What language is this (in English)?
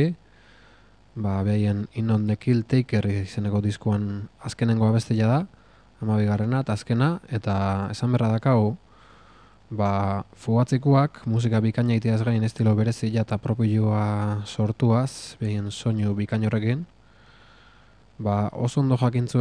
Basque